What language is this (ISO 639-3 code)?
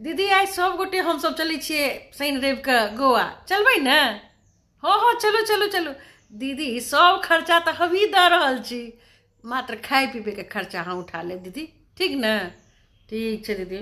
mai